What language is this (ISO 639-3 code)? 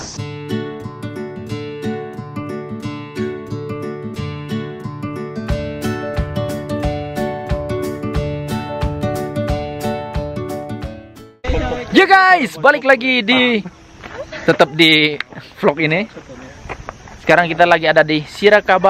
ind